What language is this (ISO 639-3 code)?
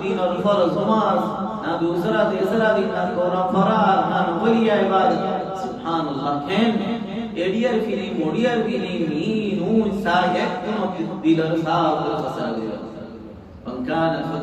rhg